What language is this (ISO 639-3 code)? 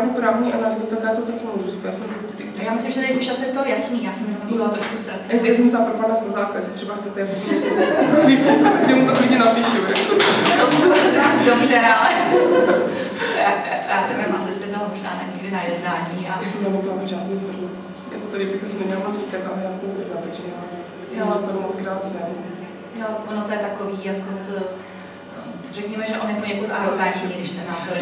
ces